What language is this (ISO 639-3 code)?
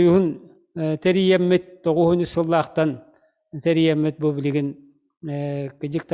sah